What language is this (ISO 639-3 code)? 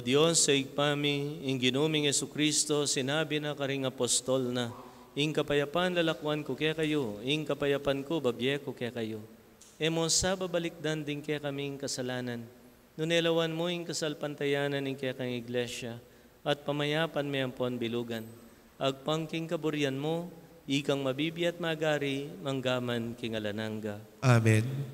pam